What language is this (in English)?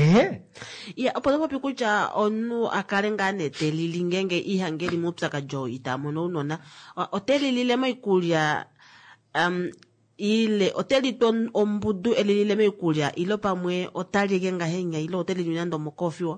Kuanyama